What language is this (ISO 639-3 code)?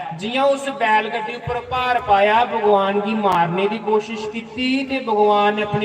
doi